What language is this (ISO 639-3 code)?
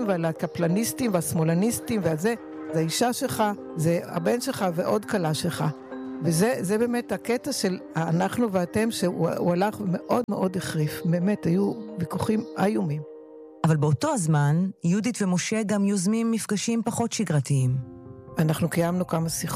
heb